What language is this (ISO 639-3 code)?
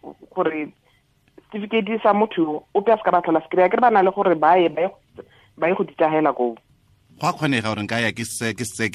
tsn